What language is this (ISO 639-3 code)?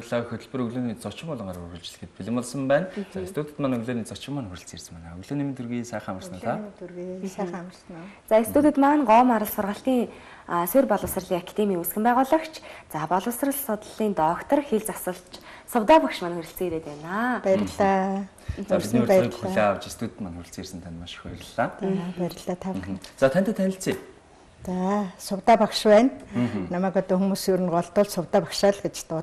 mon